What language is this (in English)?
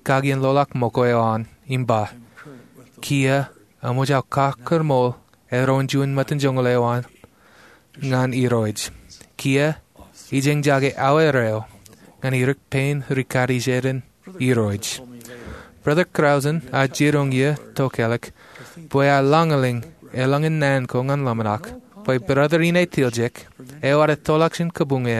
Marshallese